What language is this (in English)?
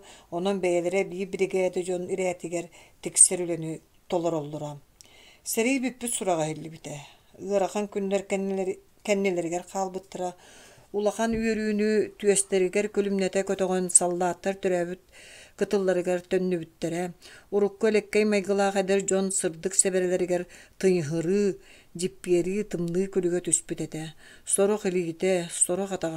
Yakut